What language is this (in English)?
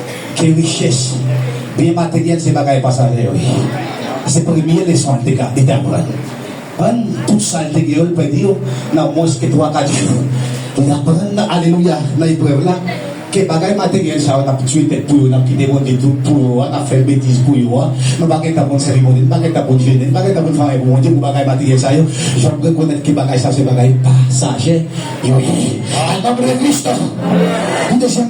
Haitian Creole